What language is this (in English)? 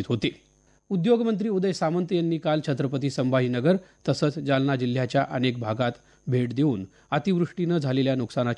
Marathi